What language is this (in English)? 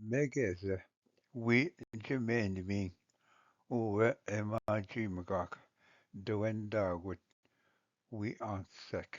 Ojibwa